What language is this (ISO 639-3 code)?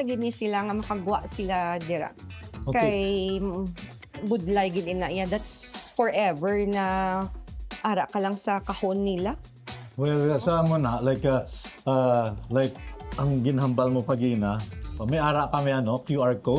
hil